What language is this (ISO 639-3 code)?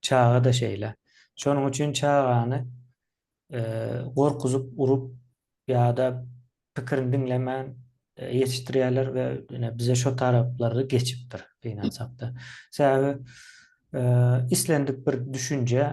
tuk